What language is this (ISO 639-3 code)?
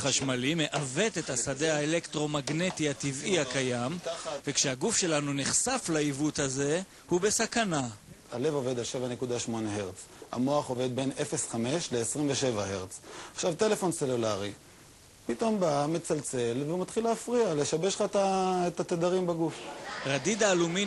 heb